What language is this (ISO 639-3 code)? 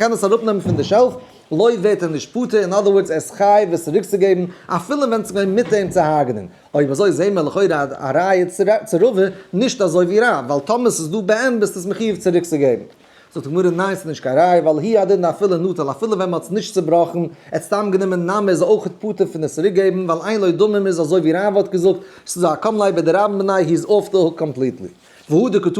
yid